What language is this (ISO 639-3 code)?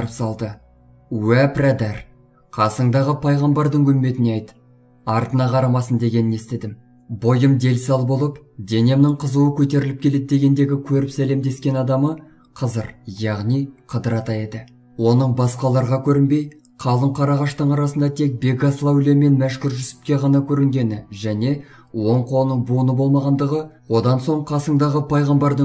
kaz